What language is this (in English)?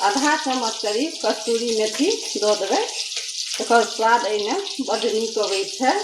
Maithili